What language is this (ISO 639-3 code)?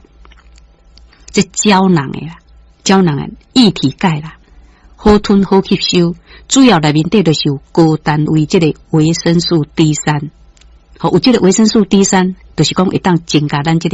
nan